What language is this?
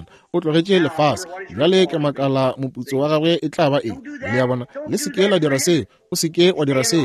Northern Sotho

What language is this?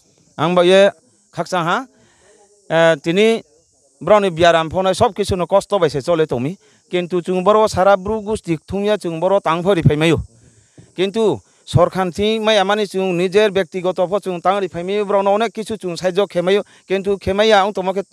Riang (India)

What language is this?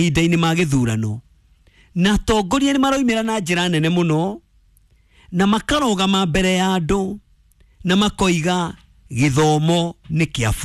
Kikuyu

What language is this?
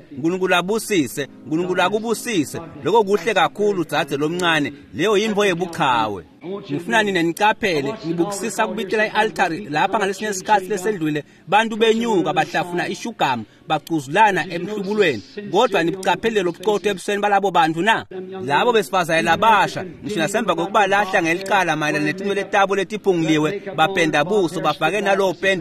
Swati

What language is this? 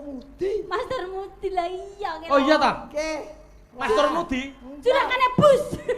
Javanese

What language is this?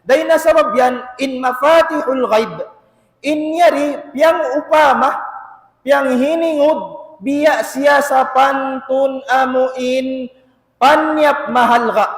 Tausug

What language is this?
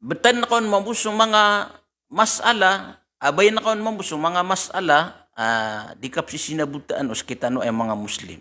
Maranao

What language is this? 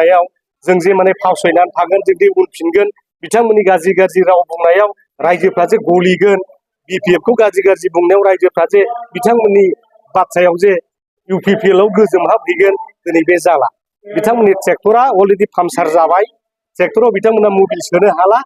Bodo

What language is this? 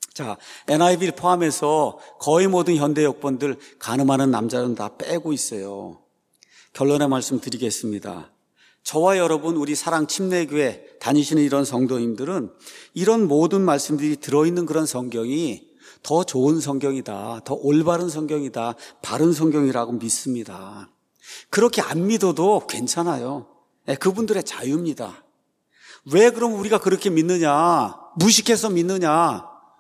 Korean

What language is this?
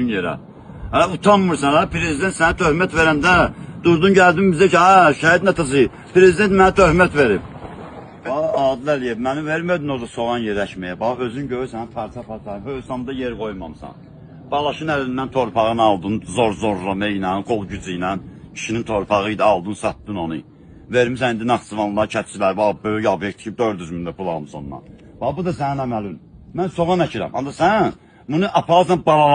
Azerbaijani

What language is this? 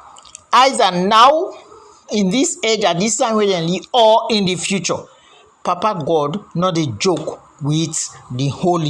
Krio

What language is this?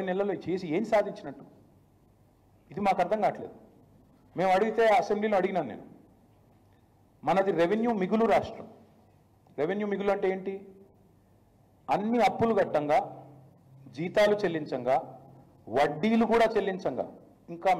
Telugu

